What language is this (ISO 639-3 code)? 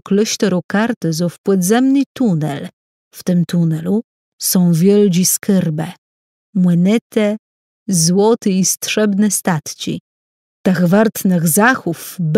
csb